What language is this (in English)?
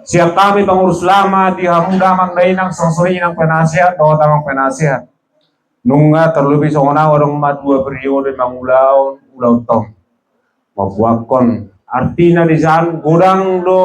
Batak Toba